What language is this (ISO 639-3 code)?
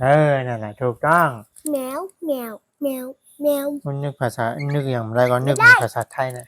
shn